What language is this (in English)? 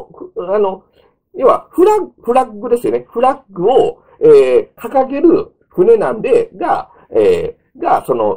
Japanese